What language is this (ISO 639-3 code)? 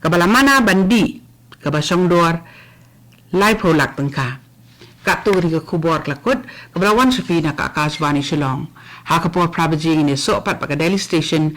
kha